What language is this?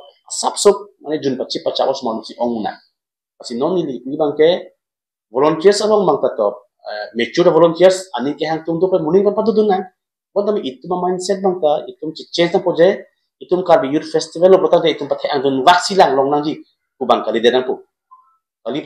Karbi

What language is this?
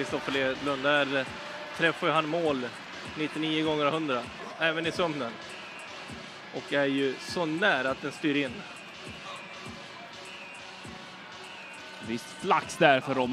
Swedish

